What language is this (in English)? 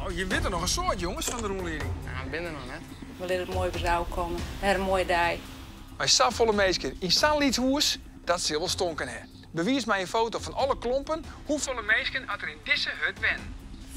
Western Frisian